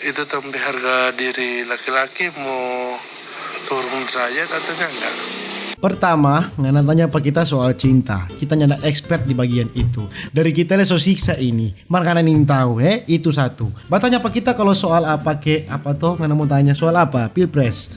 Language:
Manado Malay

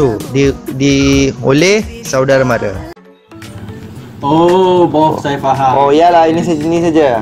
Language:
Malay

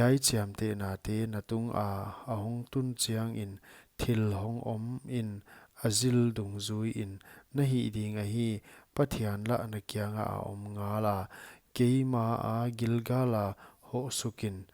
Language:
Paite Chin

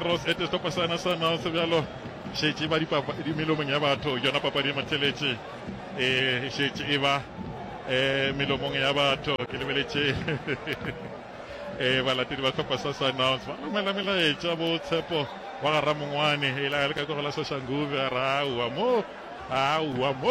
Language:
Northern Sotho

